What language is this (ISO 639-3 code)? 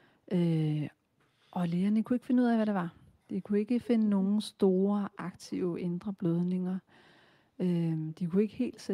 dan